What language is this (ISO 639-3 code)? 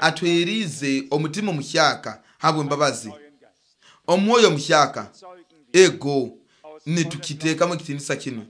nyo